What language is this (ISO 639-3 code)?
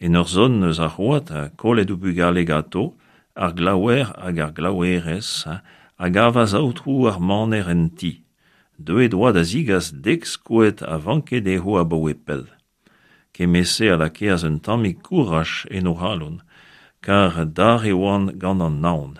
bre